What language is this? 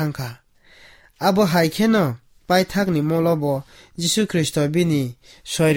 Kok Borok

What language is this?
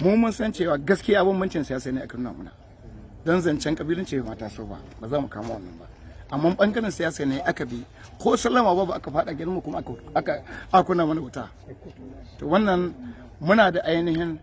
Hausa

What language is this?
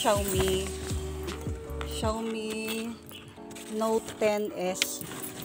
Filipino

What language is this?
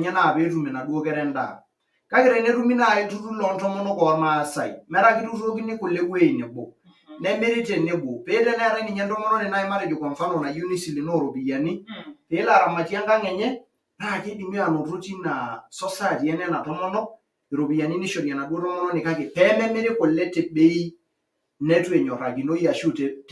Masai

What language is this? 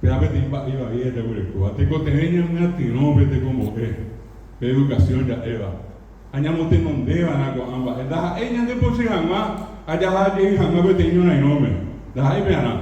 Guarani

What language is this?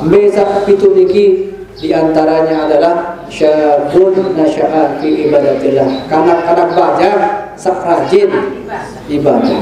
Sasak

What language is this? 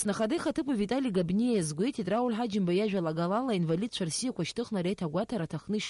Abkhazian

